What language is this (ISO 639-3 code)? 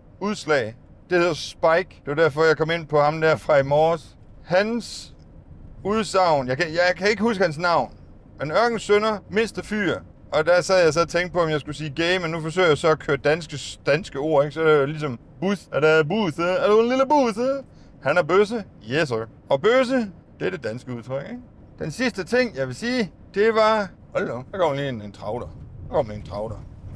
dan